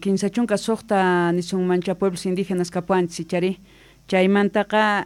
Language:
Quechua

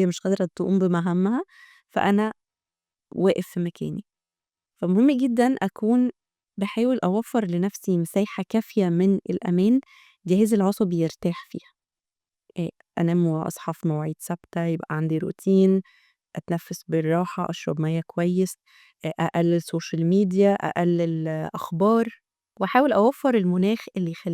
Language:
Egyptian Arabic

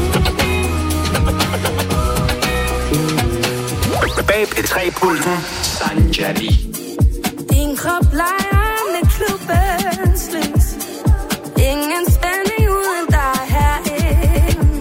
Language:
Danish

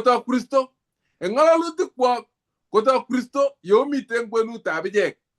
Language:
Kalenjin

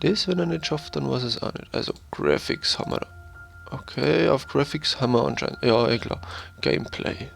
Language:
Bavarian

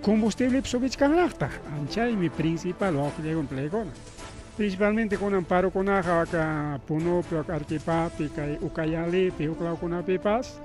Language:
Ayacucho Quechua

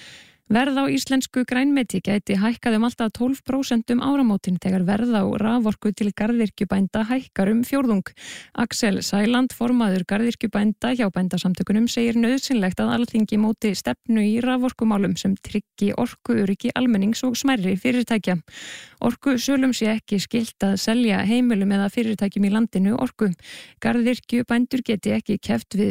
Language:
Icelandic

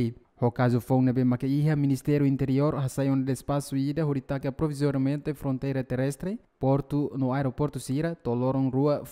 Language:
Tetum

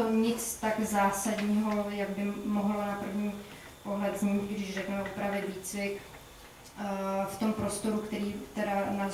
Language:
Czech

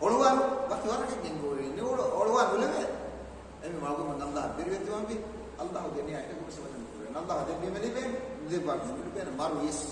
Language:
Divehi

